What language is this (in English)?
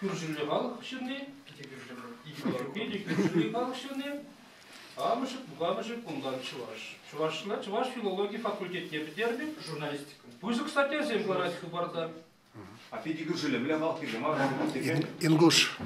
Chuvash